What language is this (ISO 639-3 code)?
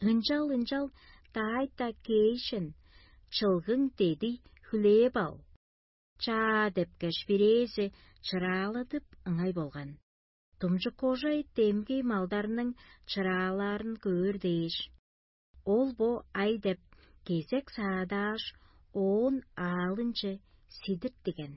tyv